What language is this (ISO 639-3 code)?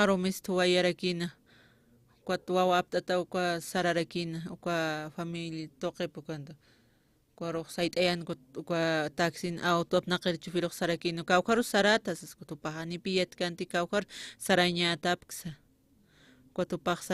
aym